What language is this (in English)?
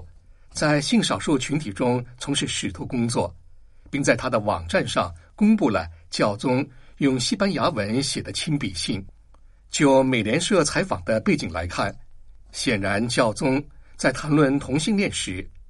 Chinese